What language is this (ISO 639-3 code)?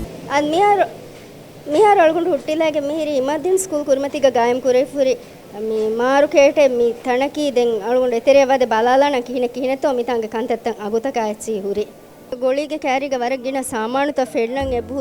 div